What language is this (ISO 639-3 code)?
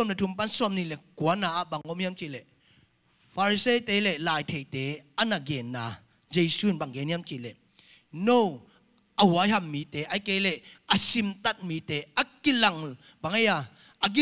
ctd